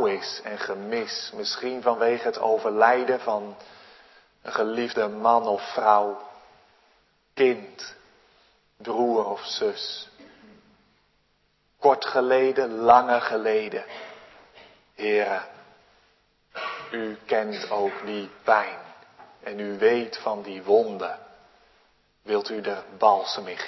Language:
Dutch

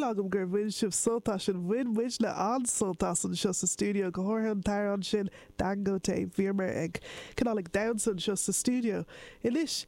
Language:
Irish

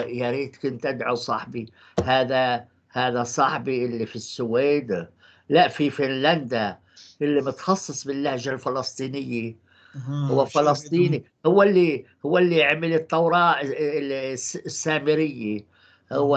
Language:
North Levantine Arabic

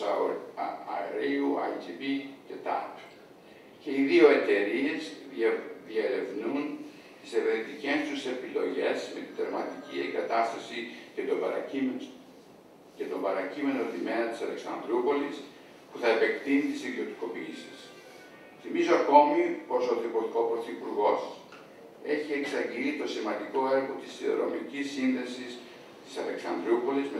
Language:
Greek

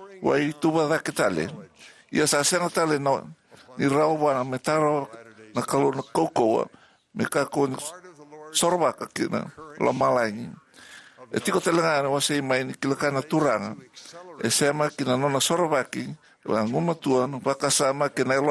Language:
Fijian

